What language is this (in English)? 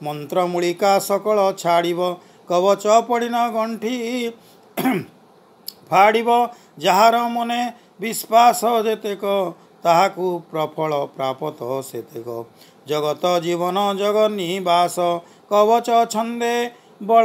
Odia